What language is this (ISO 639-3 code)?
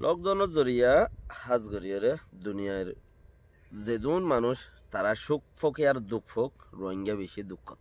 rhg